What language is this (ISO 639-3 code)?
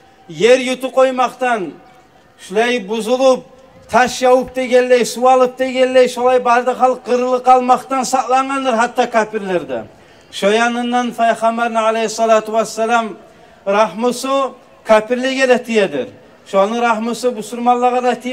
kum